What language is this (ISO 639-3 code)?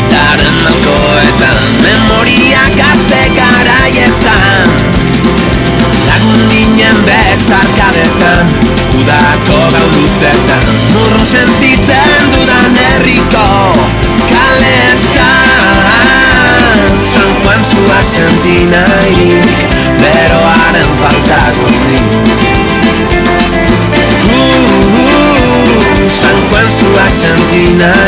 eus